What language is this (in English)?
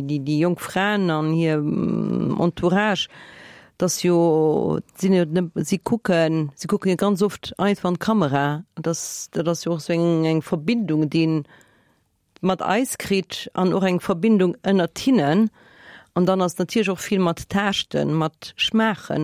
Luxembourgish